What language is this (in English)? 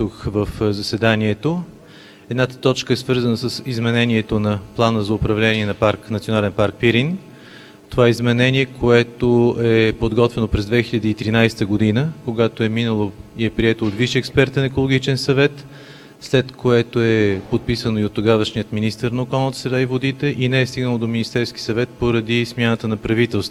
Bulgarian